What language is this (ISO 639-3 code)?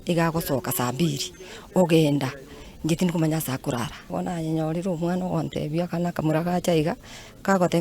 guz